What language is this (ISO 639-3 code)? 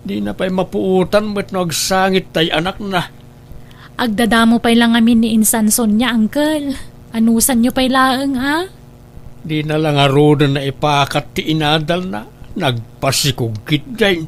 ilo